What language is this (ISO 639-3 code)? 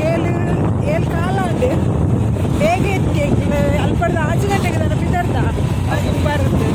tcy